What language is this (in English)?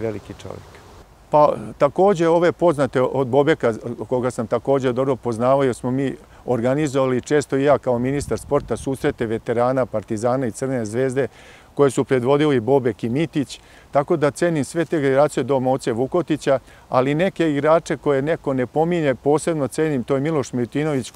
Serbian